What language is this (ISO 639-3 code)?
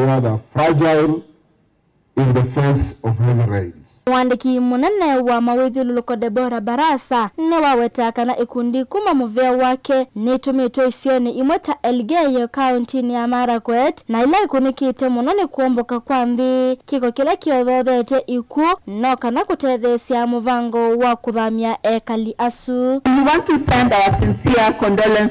kam